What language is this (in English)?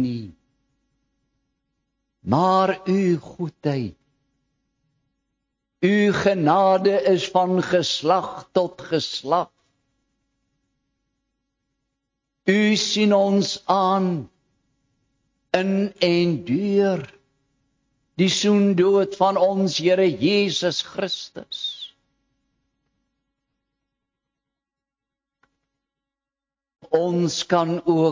Afrikaans